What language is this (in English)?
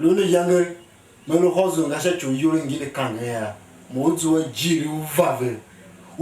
Tiv